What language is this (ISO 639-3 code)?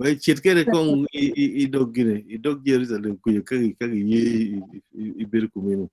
ach